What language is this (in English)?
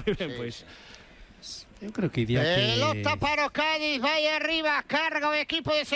Galician